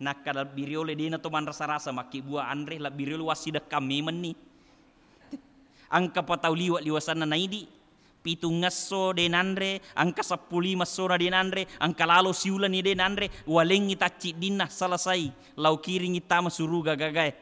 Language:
Buginese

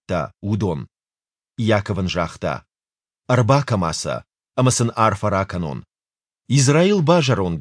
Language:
Ossetic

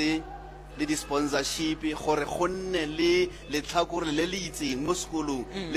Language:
Northern Sotho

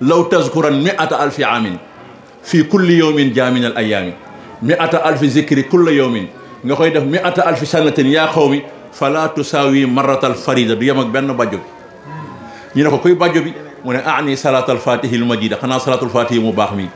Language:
Wolof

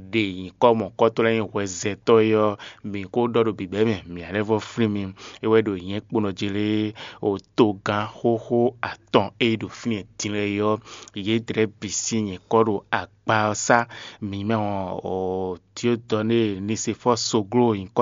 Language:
Fon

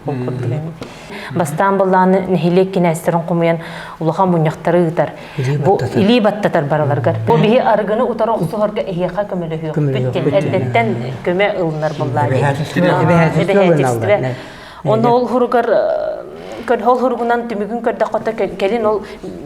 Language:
Yakut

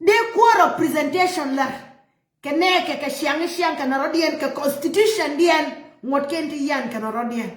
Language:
Nuer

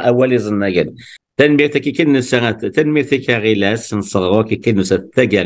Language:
Kabyle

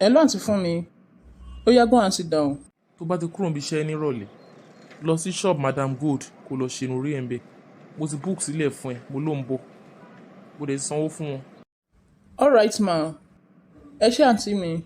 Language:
Yoruba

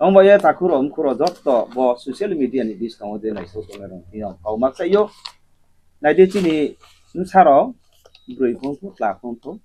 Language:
Riang (India)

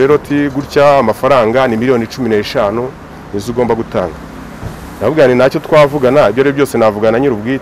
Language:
Kinyarwanda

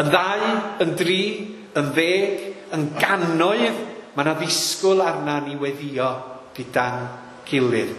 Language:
Welsh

